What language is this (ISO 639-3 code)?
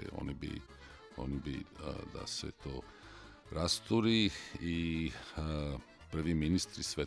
srp